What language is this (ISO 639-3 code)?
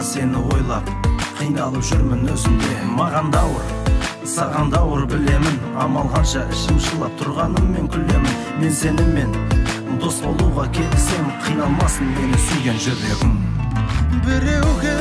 kaz